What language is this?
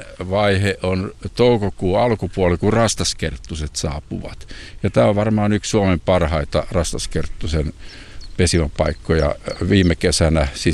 Finnish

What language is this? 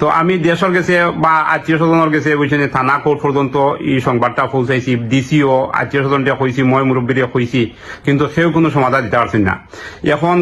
Sylheti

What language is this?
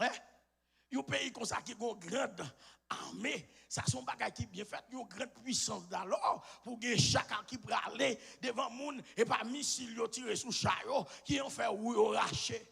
Haitian Creole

